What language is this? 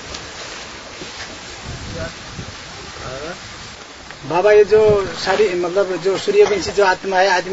Hindi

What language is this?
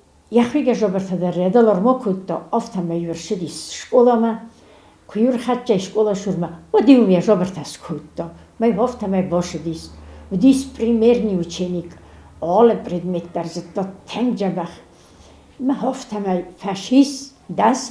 Ossetic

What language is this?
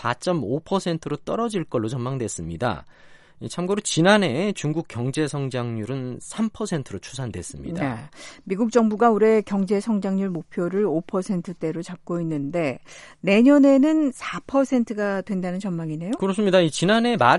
Korean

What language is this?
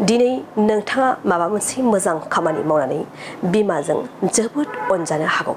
Bodo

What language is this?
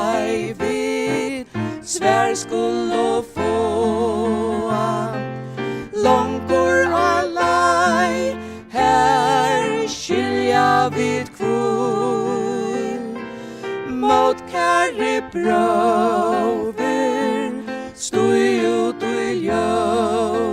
Faroese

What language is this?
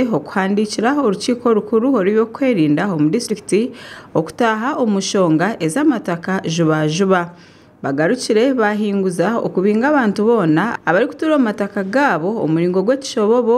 Nyankole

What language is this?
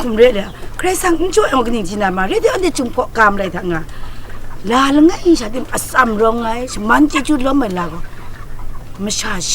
Kachin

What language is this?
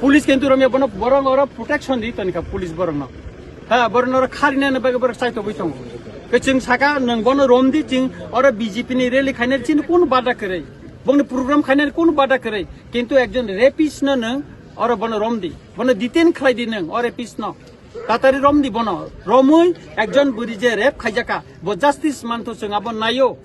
Kok Borok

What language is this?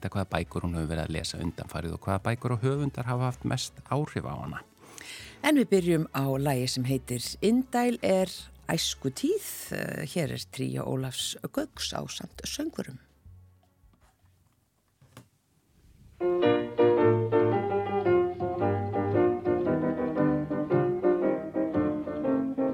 Icelandic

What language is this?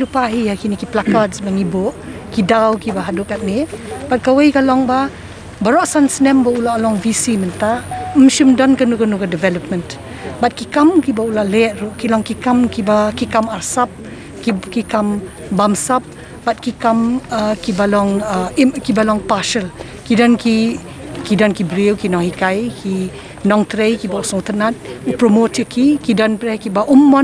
Khasi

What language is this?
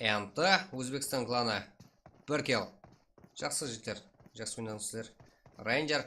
Kara-Kalpak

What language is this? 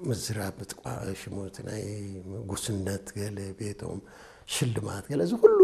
Tigrinya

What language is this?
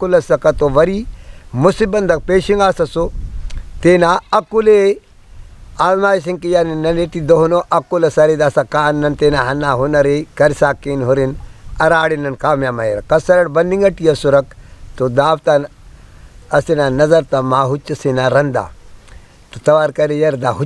Brahui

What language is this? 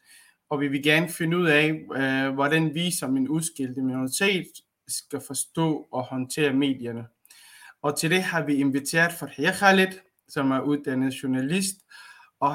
Danish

